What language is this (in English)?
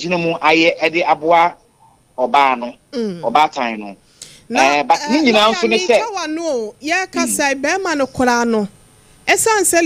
Akan